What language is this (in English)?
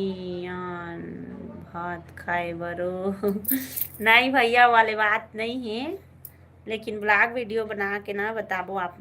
Chhattisgarhi